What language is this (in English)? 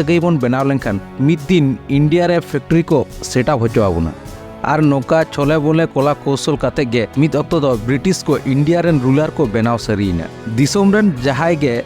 Santali